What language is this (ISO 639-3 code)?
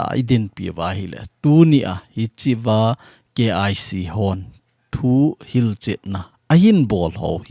tcz